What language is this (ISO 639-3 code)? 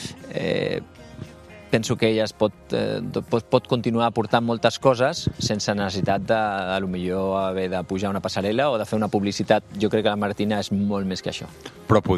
cat